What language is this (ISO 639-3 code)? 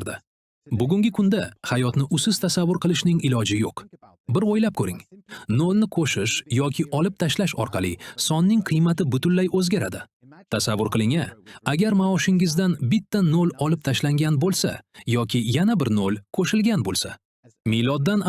uzb